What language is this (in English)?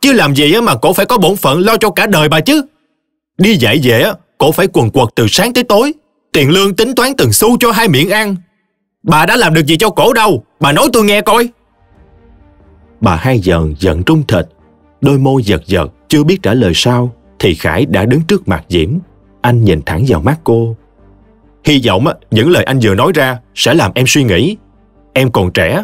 Vietnamese